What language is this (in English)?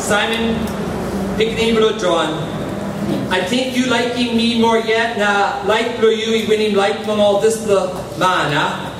Tok Pisin